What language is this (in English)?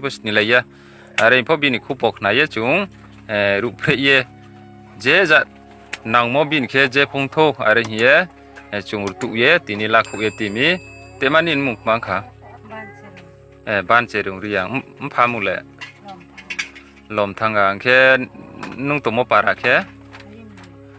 Riang (India)